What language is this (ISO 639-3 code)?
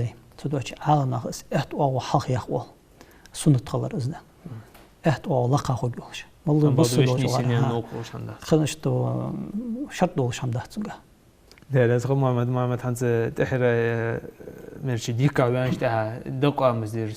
inh